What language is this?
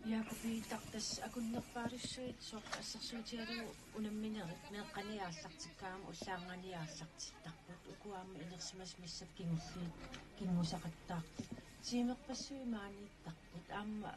Kalaallisut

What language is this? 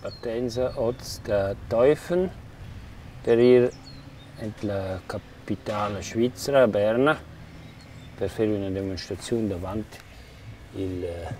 Romansh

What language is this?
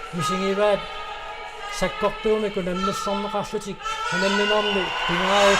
Kalaallisut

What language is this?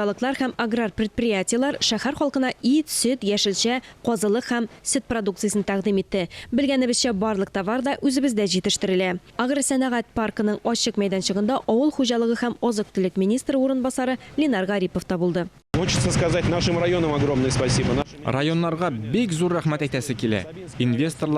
Tatar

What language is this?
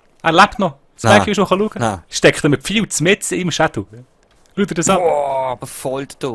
Swiss German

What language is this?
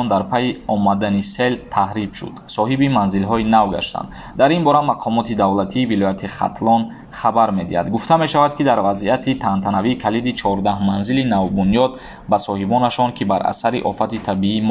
Tajik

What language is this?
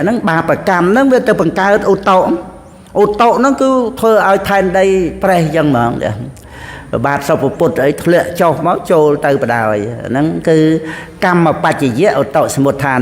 Khmer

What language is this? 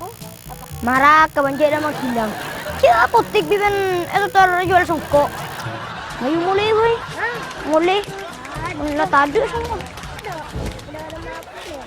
Madurese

